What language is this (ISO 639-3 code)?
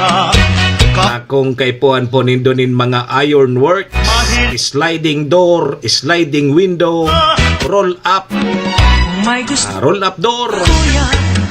bik